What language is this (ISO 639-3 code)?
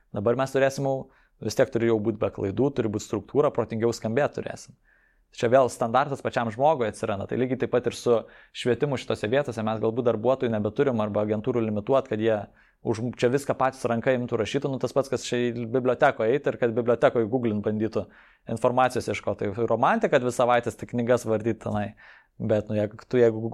lit